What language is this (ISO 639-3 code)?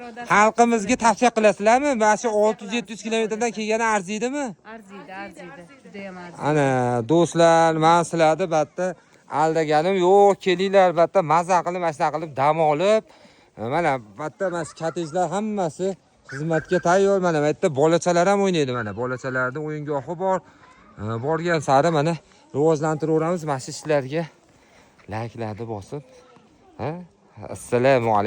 uzb